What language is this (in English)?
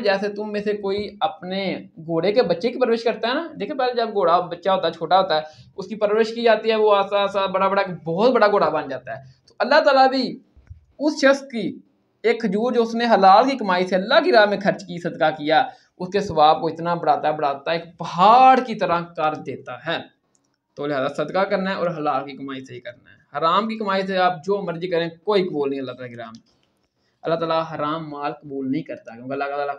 Urdu